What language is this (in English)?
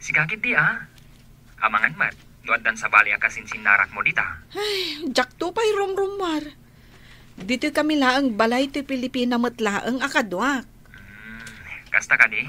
Iloko